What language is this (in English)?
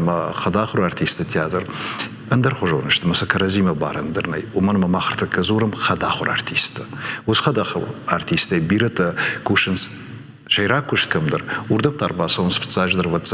Ossetic